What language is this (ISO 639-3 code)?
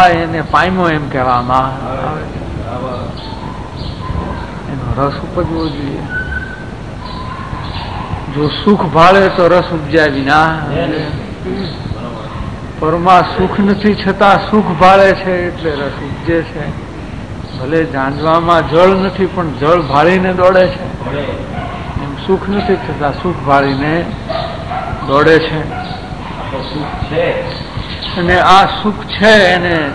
guj